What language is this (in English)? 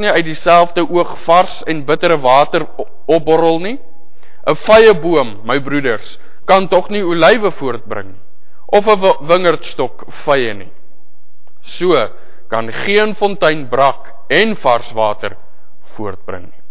Afrikaans